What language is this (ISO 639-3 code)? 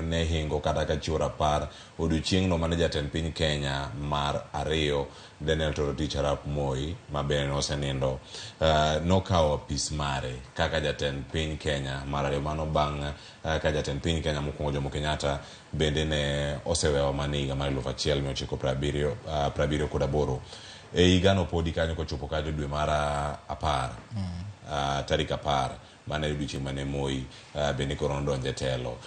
luo